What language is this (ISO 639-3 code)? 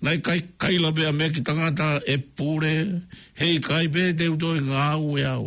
ton